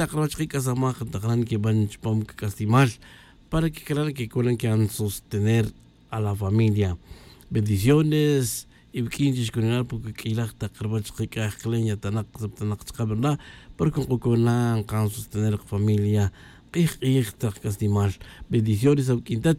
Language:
Kaqchikel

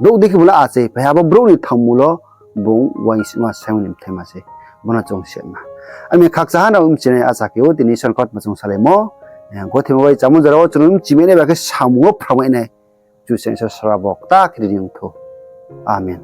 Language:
Riang (India)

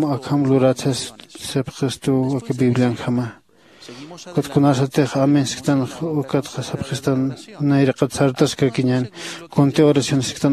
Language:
Aymara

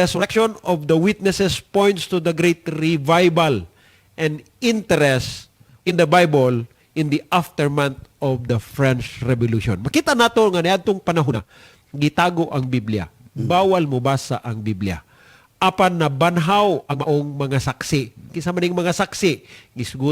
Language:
Cebuano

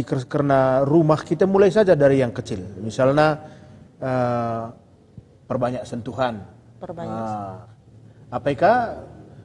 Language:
Batak Karo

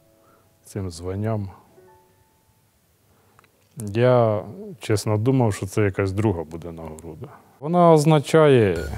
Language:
Ukrainian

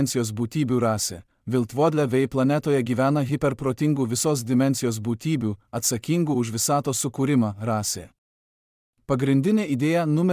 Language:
Lithuanian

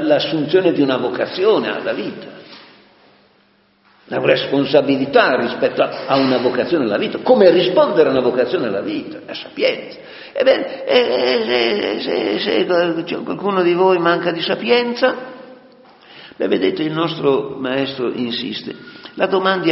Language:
Italian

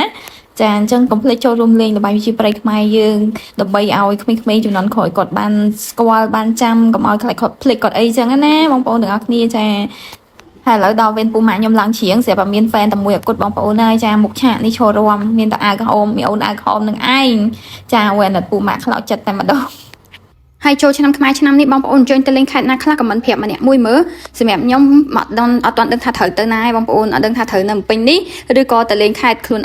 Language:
Khmer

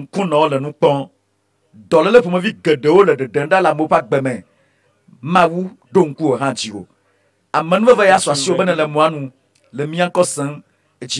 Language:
Ewe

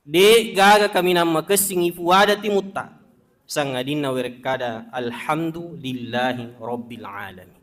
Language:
Buginese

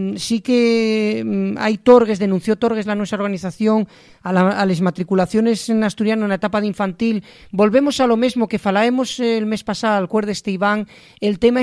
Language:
Asturian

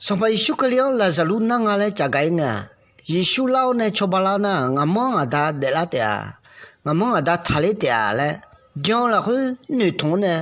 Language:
Akha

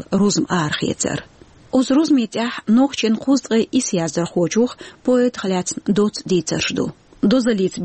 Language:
Chechen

